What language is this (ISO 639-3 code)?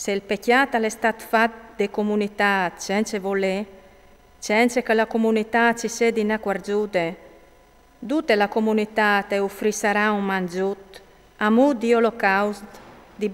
fur